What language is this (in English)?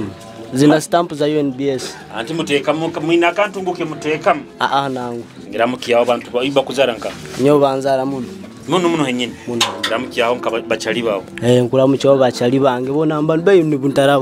Nyoro